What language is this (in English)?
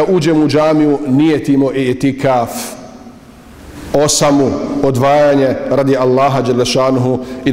Bosnian